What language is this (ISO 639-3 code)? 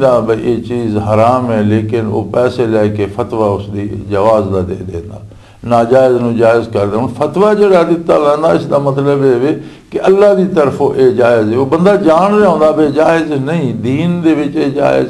lah